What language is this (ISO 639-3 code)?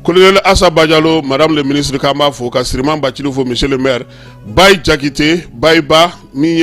bam